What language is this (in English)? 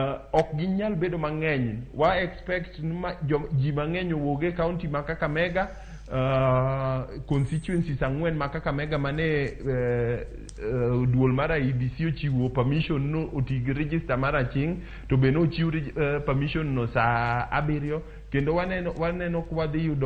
Luo (Kenya and Tanzania)